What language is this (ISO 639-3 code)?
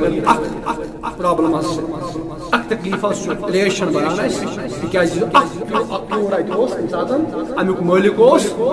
kas